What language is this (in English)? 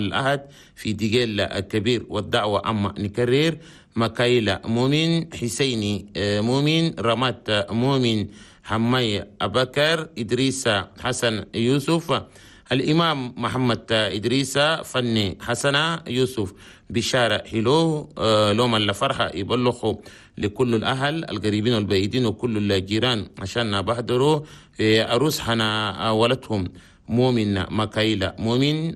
Chadian Arabic